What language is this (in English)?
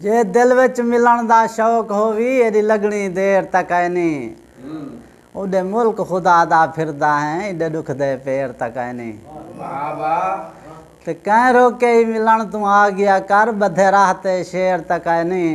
Saraiki